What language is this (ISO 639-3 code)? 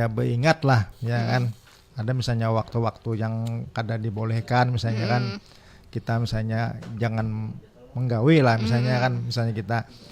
bjn